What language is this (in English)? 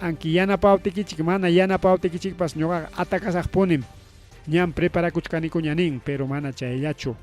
Ayacucho Quechua